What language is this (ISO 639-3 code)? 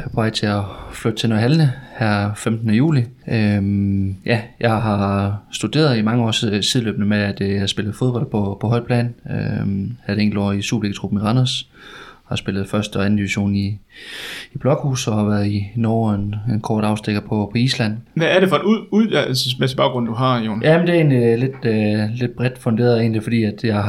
dan